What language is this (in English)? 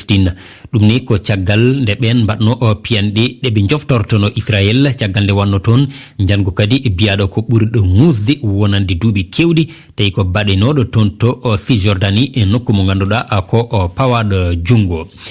Fula